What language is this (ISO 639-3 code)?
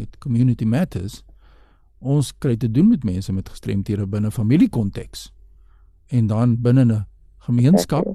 afr